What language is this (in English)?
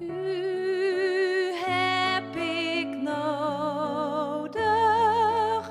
Western Frisian